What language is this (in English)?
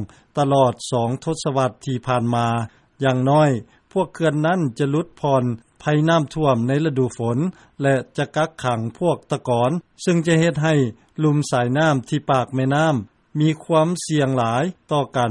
Lao